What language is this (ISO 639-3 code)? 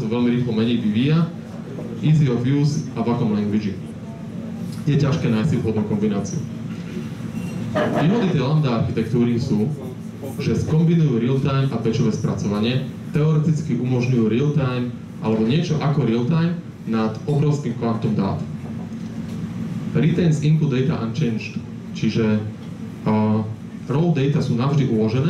slk